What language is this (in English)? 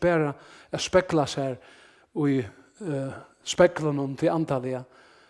Faroese